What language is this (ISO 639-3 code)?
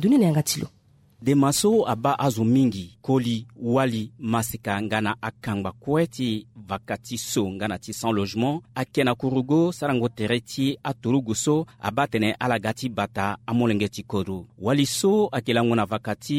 sag